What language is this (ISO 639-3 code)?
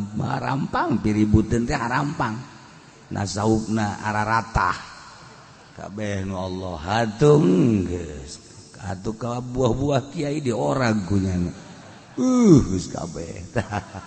sun